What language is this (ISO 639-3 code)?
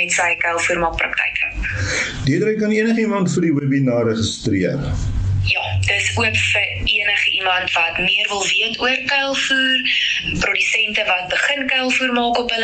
afr